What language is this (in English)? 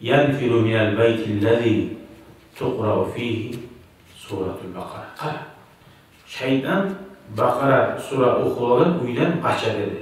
Kumyk